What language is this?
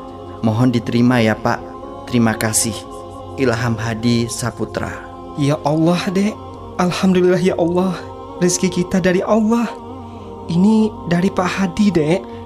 Indonesian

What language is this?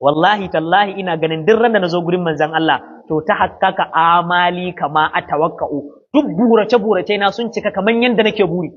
Hausa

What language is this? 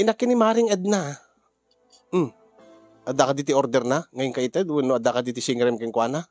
Iloko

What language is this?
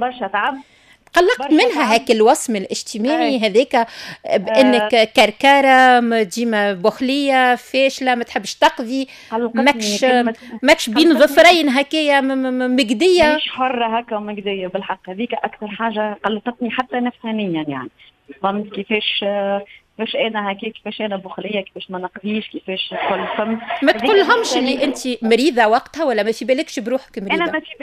Tunisian Arabic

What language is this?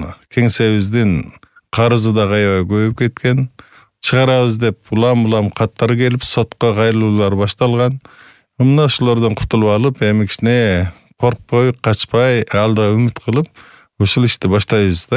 Kyrgyz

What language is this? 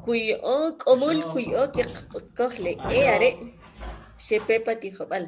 Kʼicheʼ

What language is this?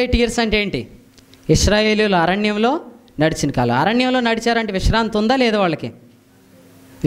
Telugu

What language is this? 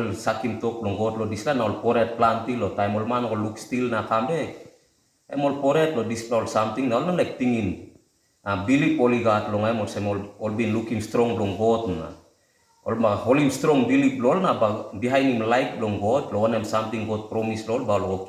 Tok Pisin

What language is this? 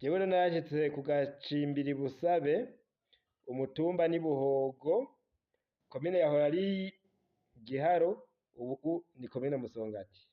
Rundi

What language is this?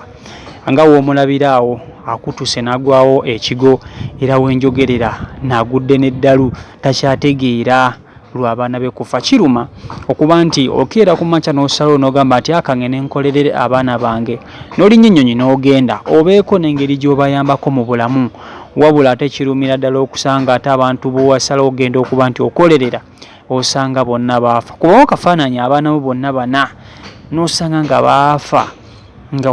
Ganda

